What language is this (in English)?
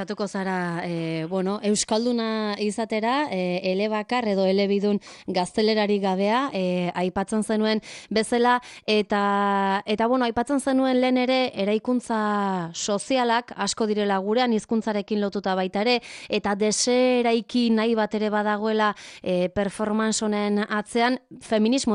Basque